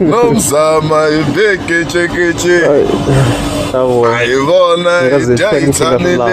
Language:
Tsonga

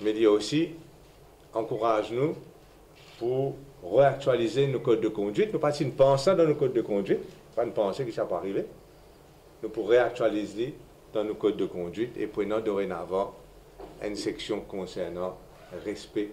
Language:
Morisyen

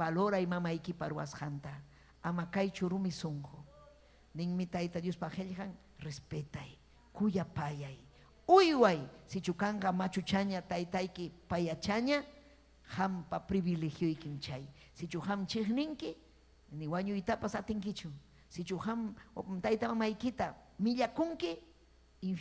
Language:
Ayacucho Quechua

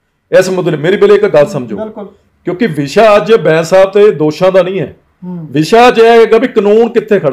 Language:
Punjabi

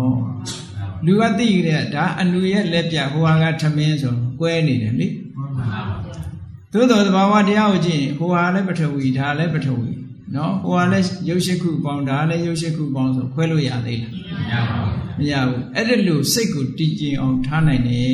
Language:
Burmese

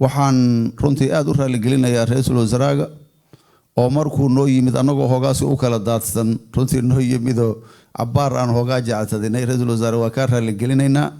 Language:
Somali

